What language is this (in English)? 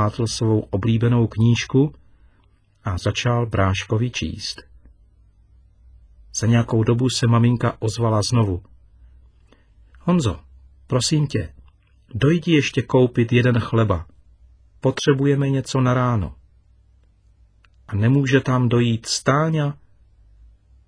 Czech